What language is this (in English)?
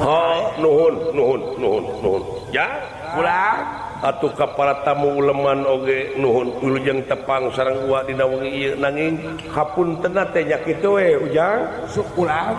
Sundanese